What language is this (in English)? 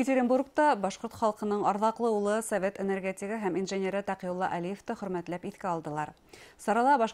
Bashkir